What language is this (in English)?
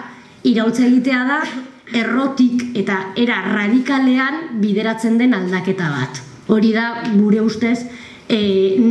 Basque